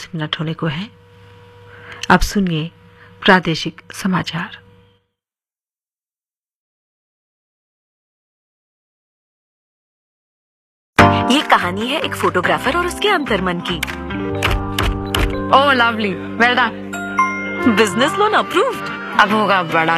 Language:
Hindi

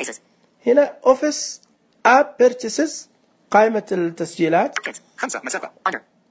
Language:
Najdi Arabic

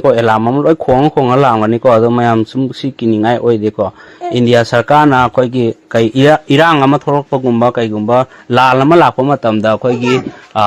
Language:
Manipuri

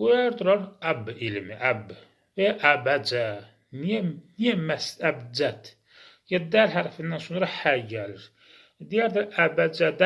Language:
Azerbaijani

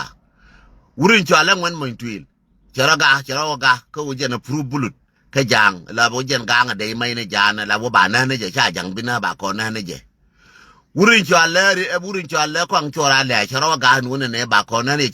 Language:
Nuer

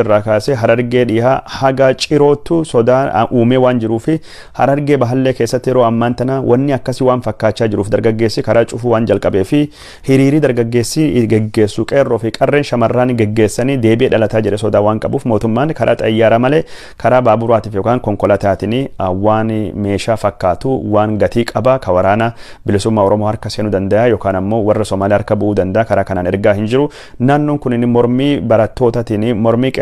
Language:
Oromo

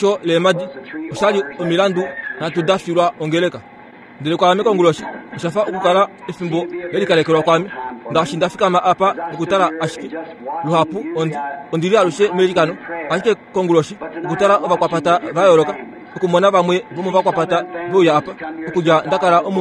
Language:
Kuanyama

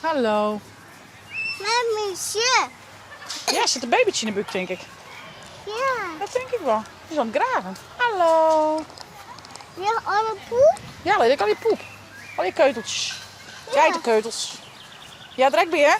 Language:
Western Frisian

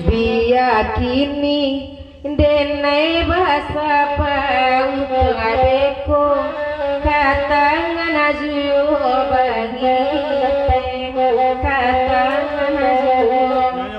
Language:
Minangkabau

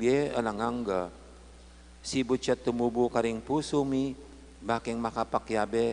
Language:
Pampanga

